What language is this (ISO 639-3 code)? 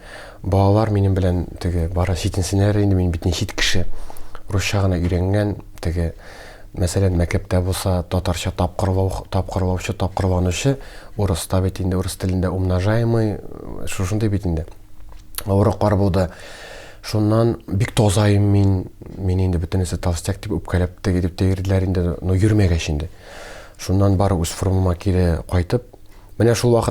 tat